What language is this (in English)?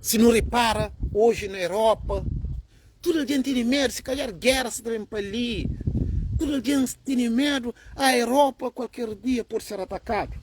Kabuverdianu